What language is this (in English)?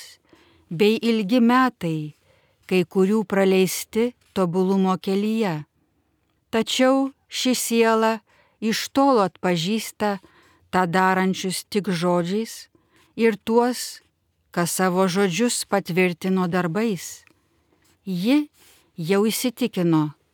Lithuanian